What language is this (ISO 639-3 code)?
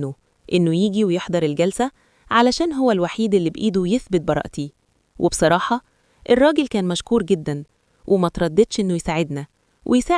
arz